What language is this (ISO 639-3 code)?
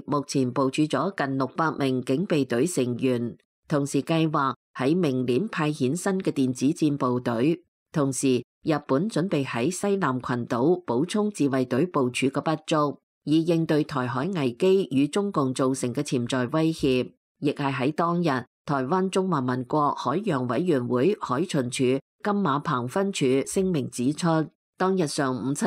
yue